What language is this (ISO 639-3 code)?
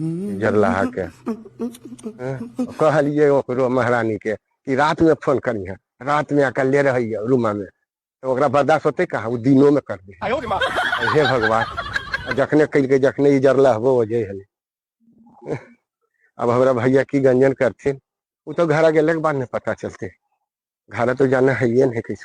mag